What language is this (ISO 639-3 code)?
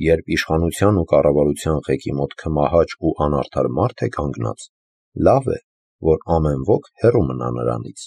hye